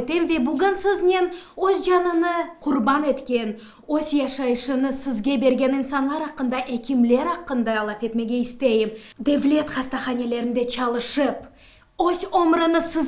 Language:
Crimean Tatar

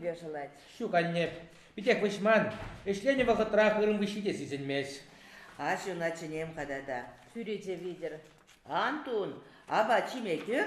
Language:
Chuvash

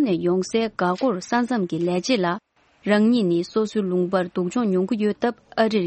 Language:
Tibetan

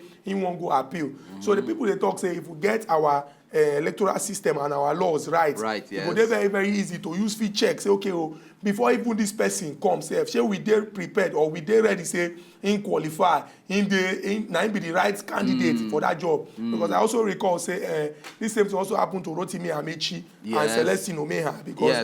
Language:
Nigerian Pidgin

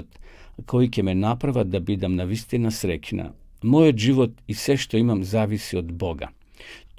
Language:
Macedonian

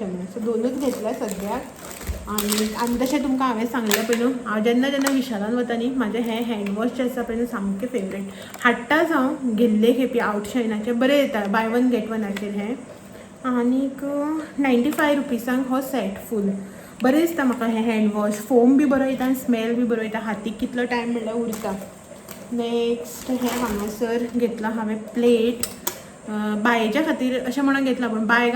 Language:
Konkani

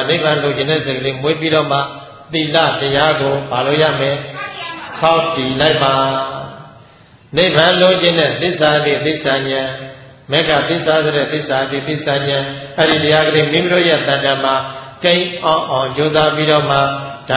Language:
Burmese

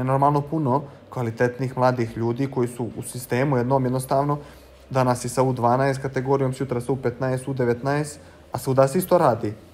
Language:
Bosnian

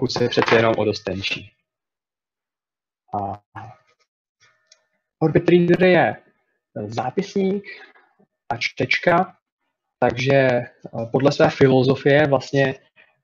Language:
Czech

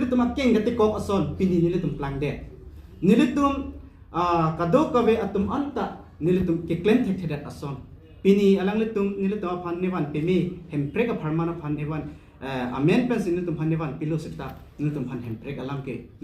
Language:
Karbi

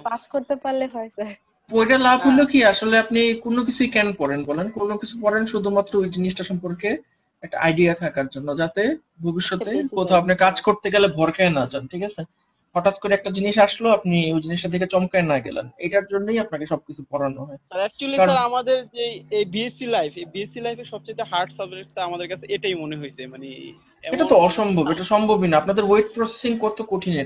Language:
Bangla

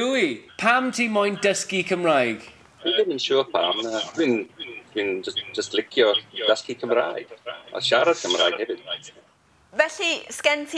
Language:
Welsh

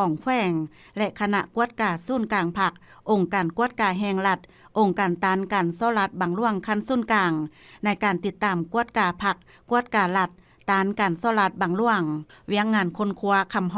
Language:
Lao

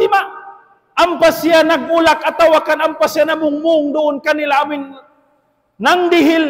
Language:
Tausug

